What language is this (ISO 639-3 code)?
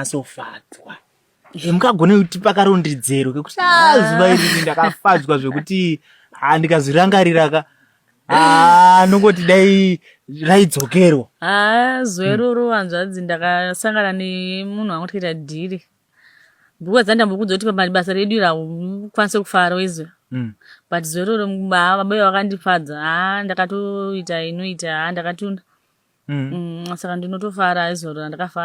sna